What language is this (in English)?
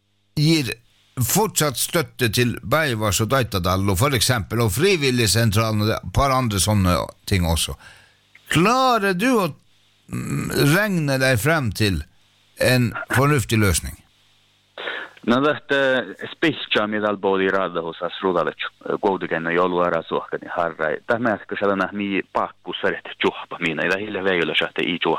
Norwegian